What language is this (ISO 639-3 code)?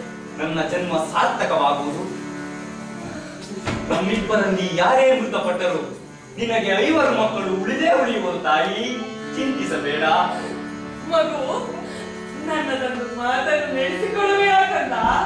kan